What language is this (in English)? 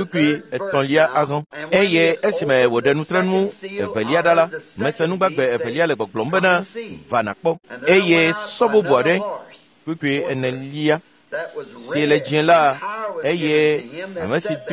Ewe